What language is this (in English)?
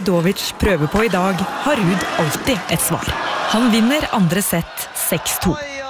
Norwegian